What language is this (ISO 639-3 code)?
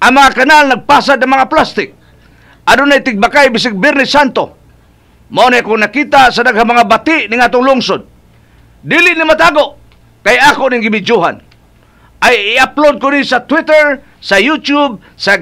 ceb